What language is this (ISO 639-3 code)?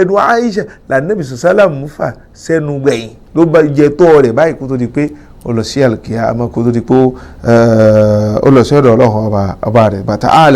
yor